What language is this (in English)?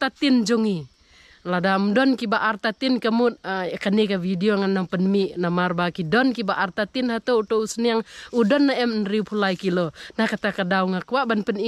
Khasi